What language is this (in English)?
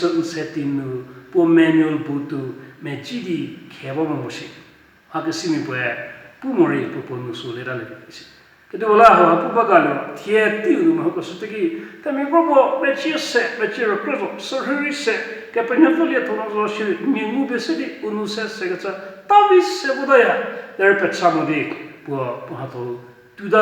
Angami Naga